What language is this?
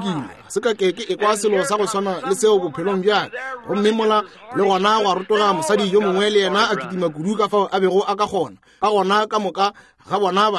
Northern Sotho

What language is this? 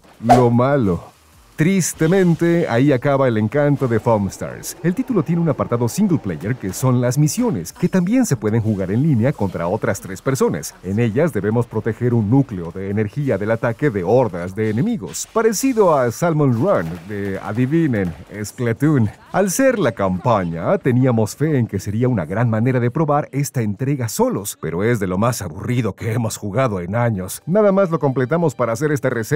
Spanish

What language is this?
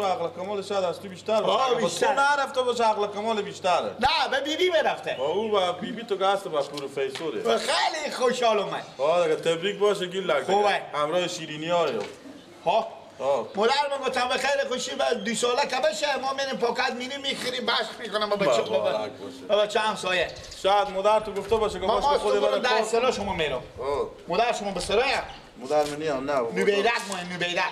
Persian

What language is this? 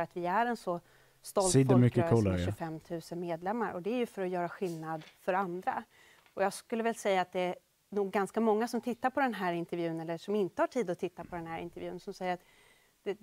Swedish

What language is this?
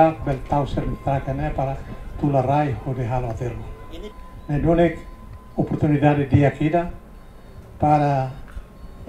Tetum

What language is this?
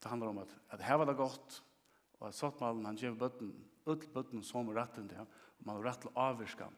Faroese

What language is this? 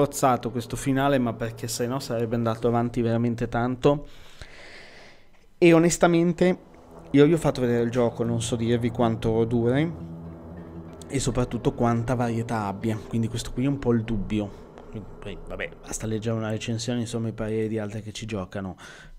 Italian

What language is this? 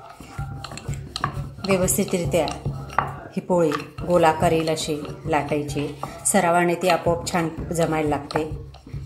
Marathi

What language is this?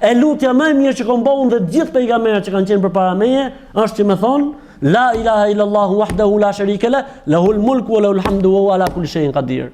Albanian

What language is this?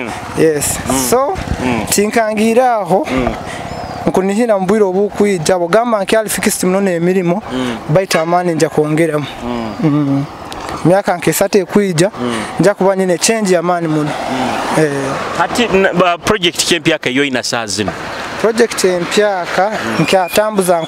Nyoro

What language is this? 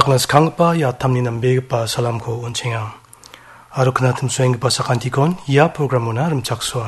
Garo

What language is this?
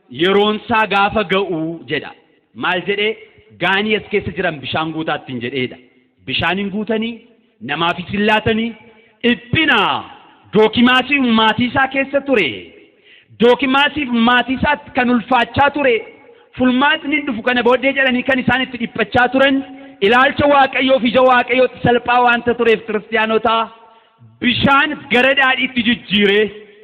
Oromo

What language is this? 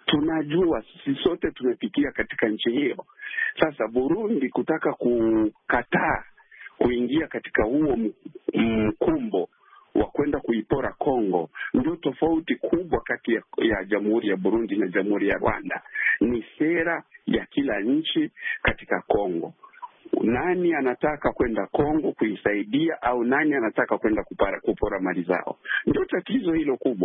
Swahili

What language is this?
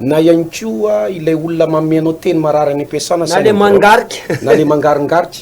Malagasy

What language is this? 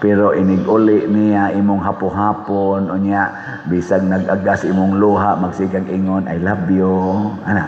Cebuano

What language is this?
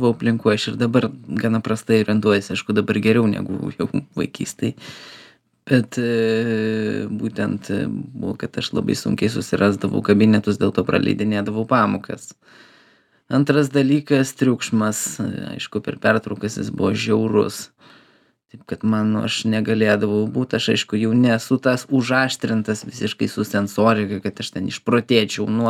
Lithuanian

